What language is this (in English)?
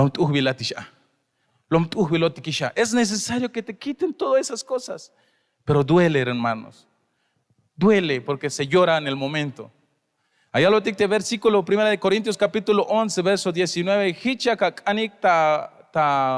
Tzeltal